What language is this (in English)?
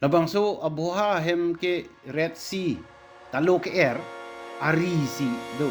Karbi